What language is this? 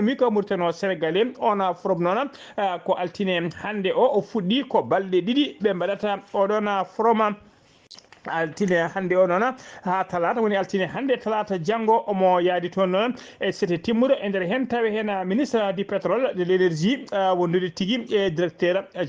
Fula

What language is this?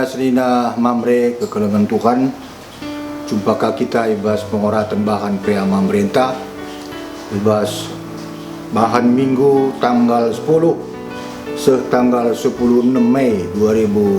Batak Karo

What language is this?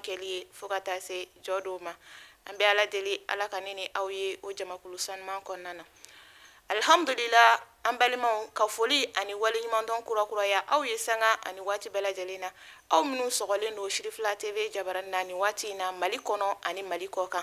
Bambara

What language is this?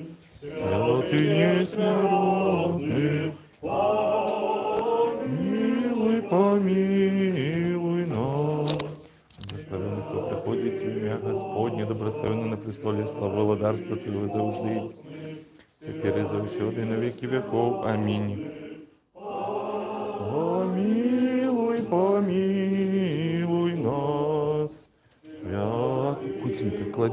Belarusian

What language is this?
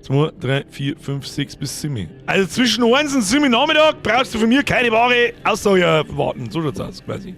Bavarian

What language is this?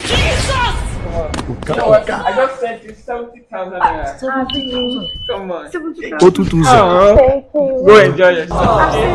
Nigerian Pidgin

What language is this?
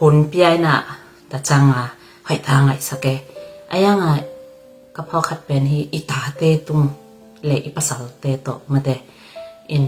Tedim Chin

